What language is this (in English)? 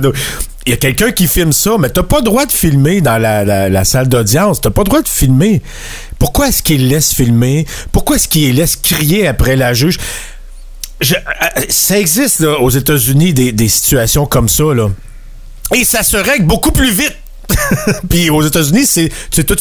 French